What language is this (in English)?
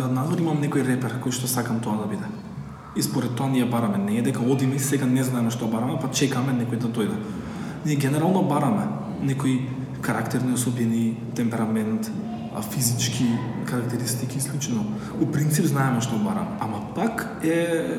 Macedonian